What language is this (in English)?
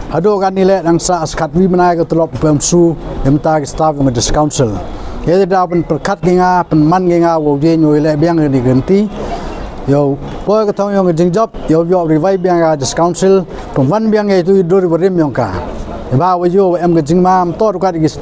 Pnar